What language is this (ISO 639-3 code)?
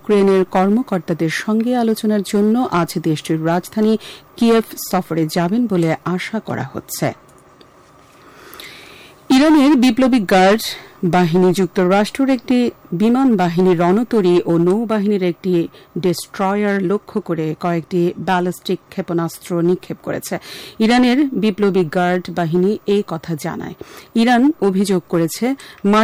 ben